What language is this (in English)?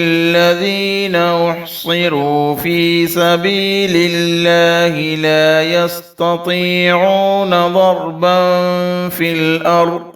Divehi